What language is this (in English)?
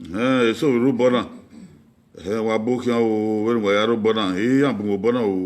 Bini